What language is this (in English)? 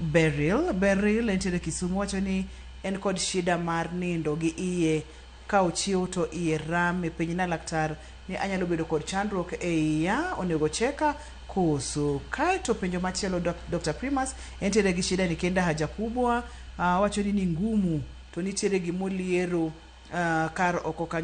Luo (Kenya and Tanzania)